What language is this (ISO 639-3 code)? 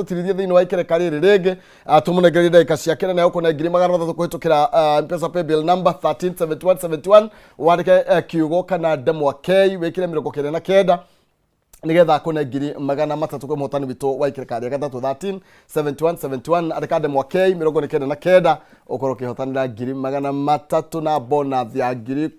kik